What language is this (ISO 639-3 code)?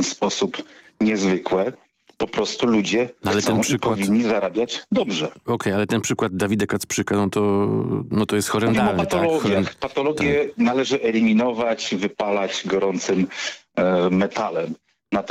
pol